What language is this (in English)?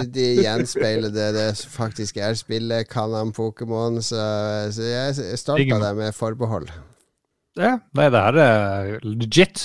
Norwegian